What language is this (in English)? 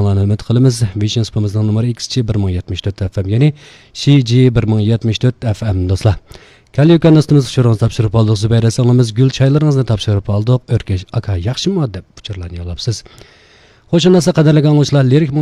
Uyghur